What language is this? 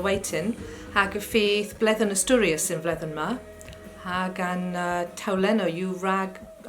Cornish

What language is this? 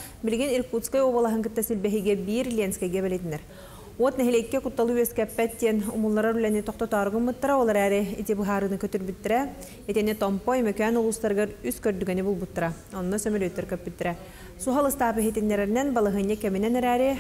Yakut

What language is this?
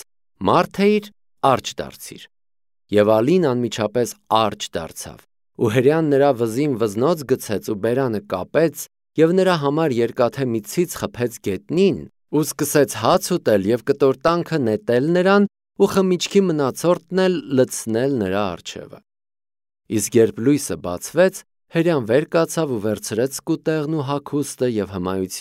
Armenian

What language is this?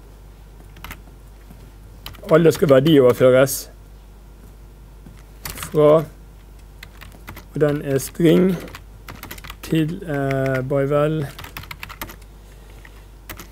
Norwegian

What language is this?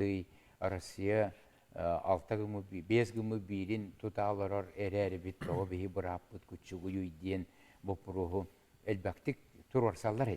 Yakut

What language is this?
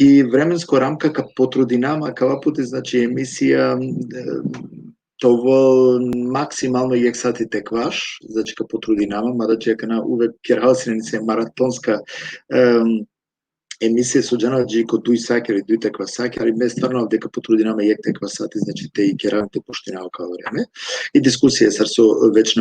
Balkan Romani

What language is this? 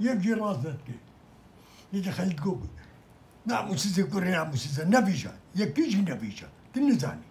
Kurdish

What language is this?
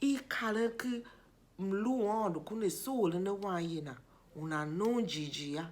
Tiv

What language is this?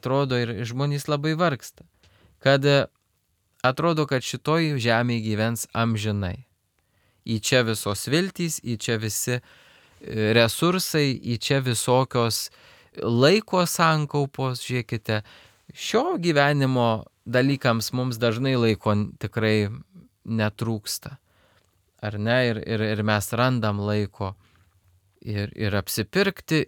Lithuanian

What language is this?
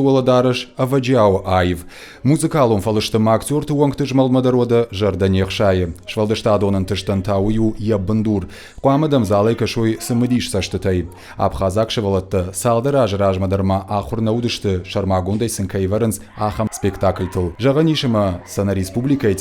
Ossetic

